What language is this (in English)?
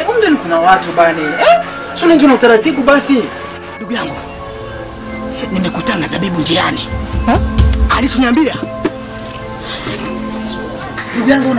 Swahili